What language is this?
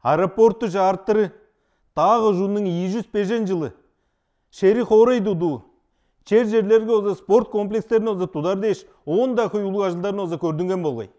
Tuvinian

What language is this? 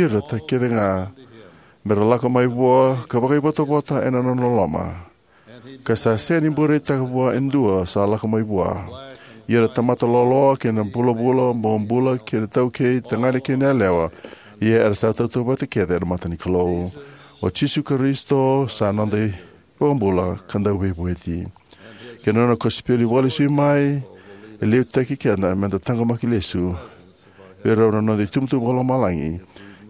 Fijian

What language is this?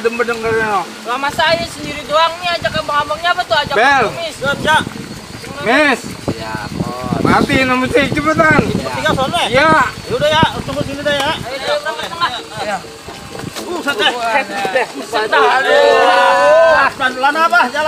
Betawi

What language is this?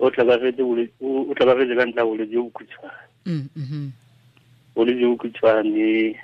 Tswana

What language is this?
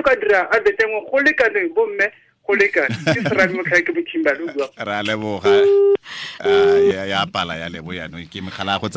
Tswana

